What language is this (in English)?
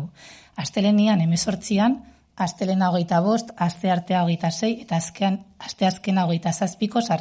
Basque